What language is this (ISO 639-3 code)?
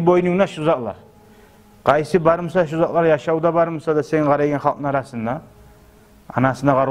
kum